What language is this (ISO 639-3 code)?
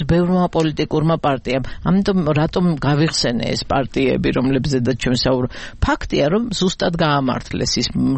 kat